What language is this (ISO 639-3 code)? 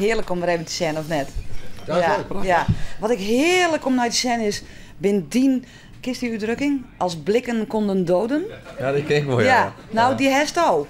fry